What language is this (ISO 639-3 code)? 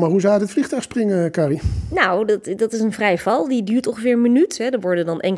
nld